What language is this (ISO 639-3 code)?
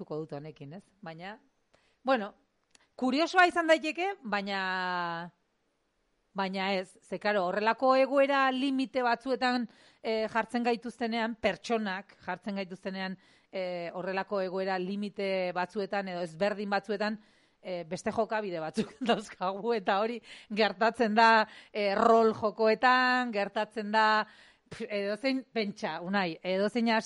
eus